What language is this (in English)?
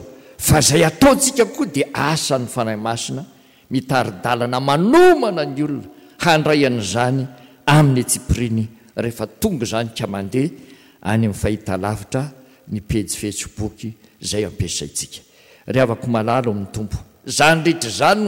Malagasy